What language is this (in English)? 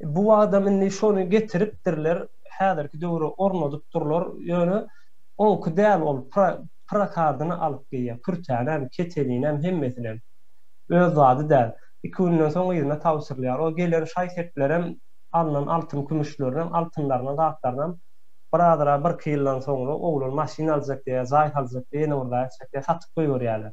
Turkmen